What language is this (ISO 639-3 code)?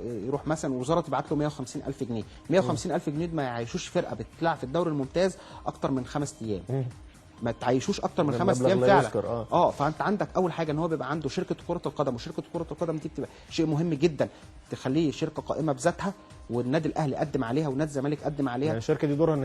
arz